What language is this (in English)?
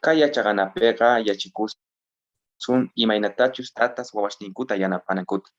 South Bolivian Quechua